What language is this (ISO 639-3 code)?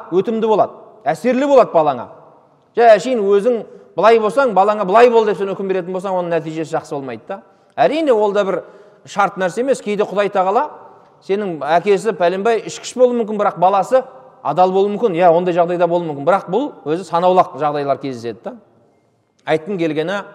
kaz